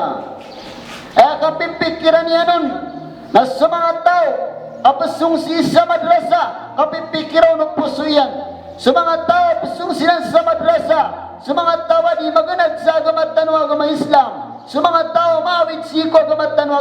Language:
Maranao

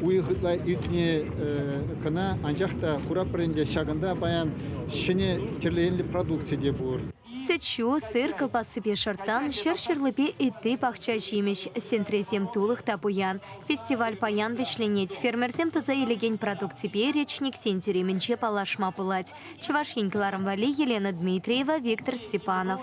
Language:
Chuvash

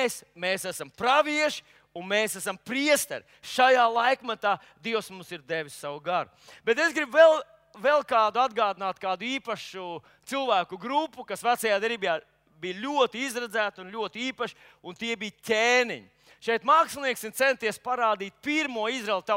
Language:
Latvian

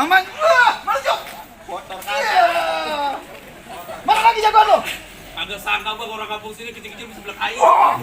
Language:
Betawi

